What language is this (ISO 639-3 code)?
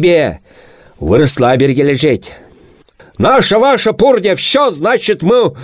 chv